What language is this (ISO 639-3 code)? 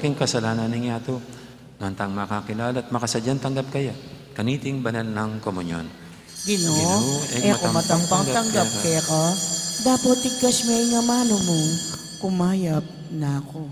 pam